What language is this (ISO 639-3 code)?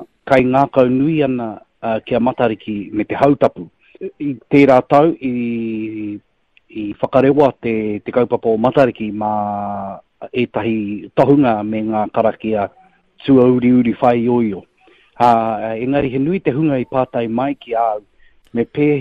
mri